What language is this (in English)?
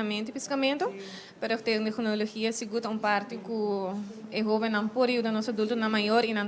Papiamento